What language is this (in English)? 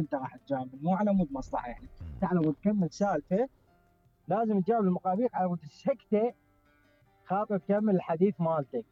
Mesopotamian Arabic